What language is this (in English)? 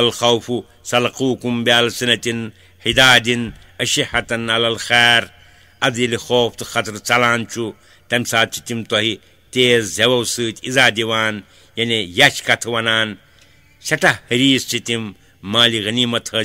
Kashmiri